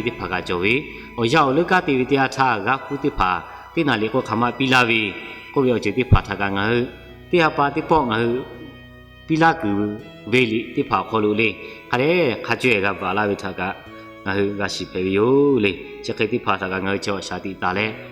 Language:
Lahu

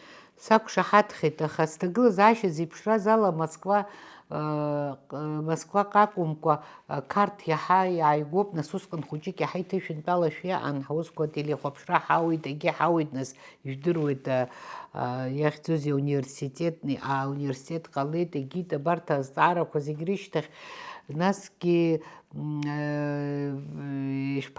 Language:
Abkhazian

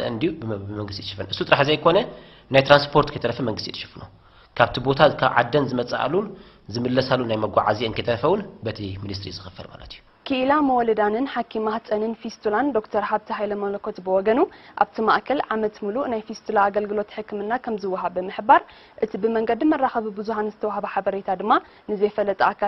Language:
Tigrinya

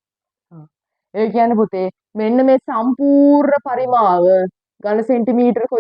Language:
Sinhala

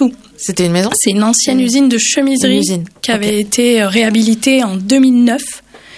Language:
French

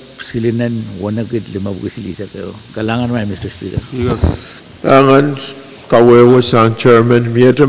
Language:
Pohnpeian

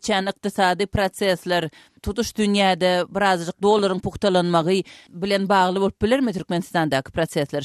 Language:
Turkmen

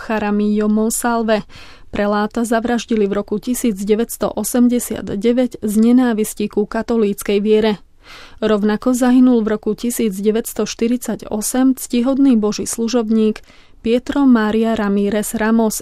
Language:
Slovak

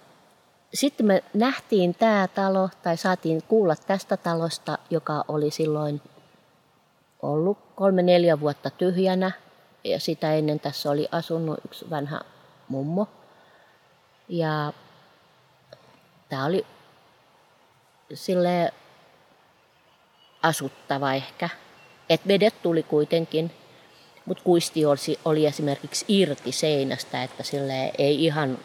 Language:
Finnish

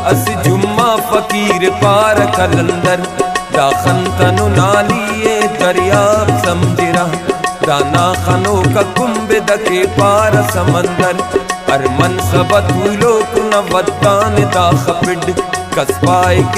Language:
Brahui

